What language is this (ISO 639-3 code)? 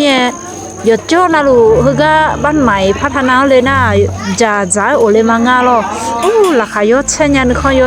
ahk